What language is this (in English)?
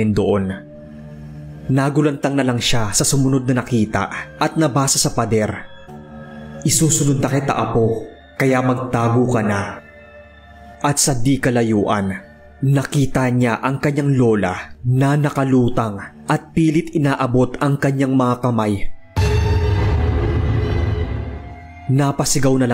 Filipino